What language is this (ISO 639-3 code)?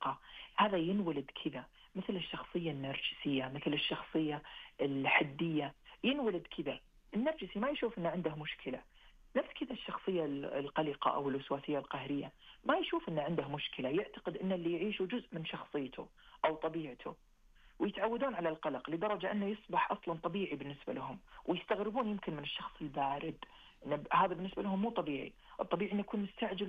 ars